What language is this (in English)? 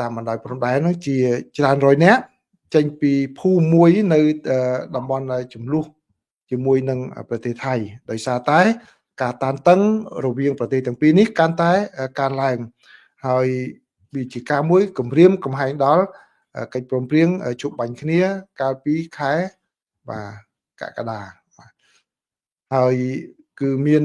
Khmer